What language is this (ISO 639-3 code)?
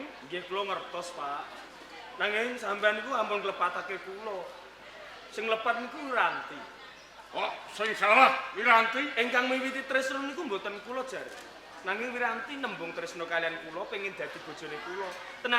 jav